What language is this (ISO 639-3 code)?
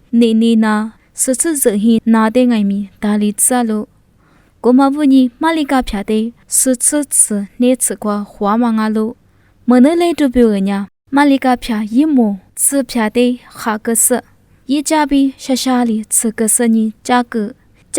lis